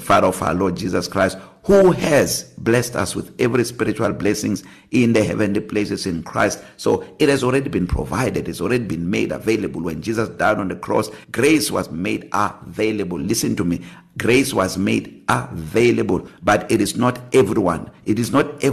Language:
English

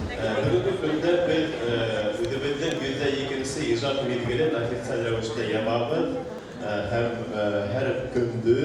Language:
Bashkir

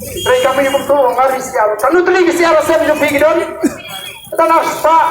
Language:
Khasi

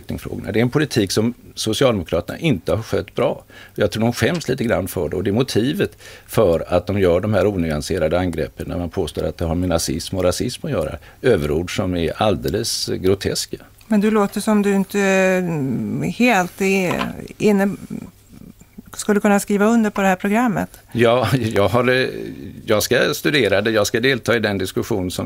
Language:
Swedish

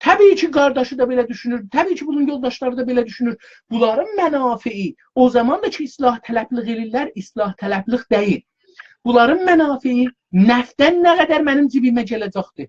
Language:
South Azerbaijani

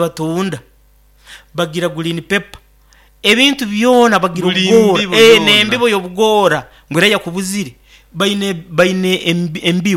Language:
Nyankole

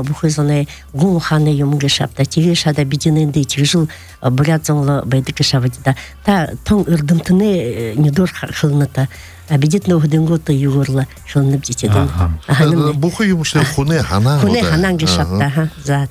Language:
Buriat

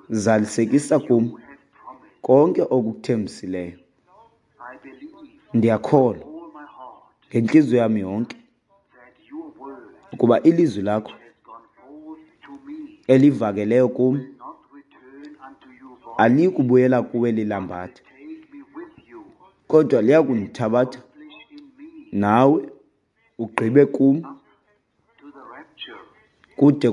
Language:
Xhosa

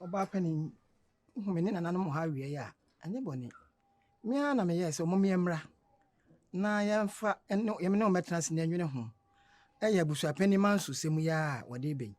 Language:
Akan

